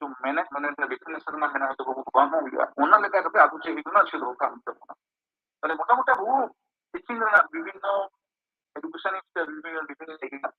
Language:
Santali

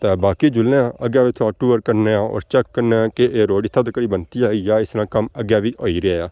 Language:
Pahari-Potwari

